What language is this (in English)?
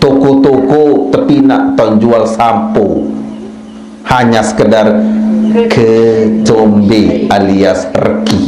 Sasak